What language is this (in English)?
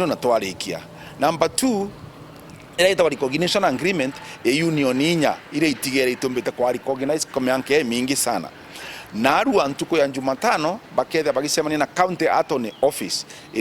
Meru